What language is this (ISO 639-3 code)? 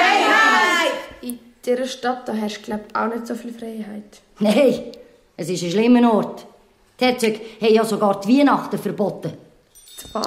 gsw